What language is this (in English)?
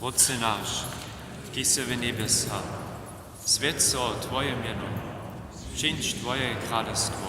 Upper Sorbian